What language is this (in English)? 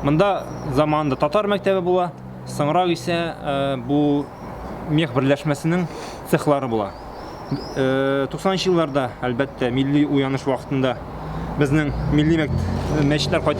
Tatar